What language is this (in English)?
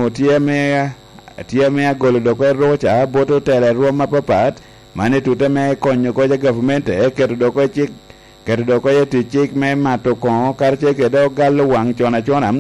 Lango (Uganda)